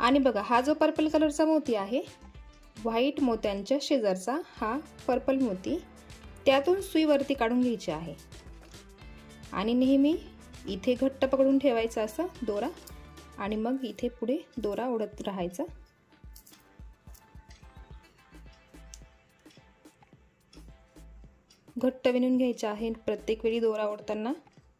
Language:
Marathi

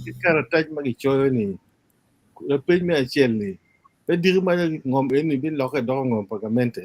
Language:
Acoli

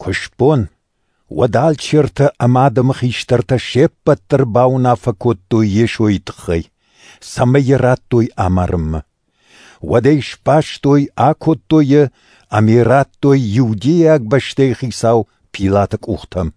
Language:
Ossetic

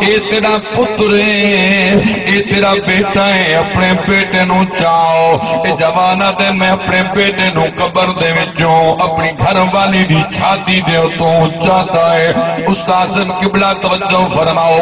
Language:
Saraiki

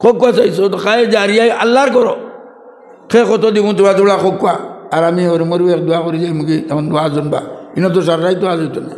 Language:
Sylheti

